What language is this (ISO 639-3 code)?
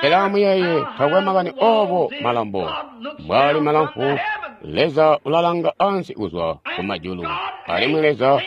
toi